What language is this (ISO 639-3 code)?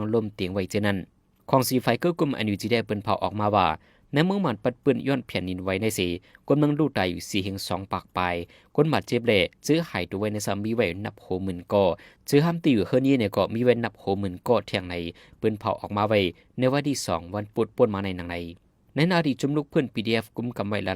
shn